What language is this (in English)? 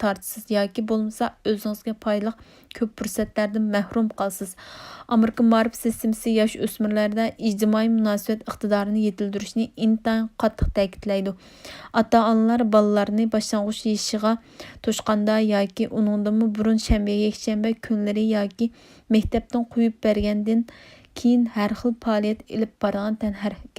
Uyghur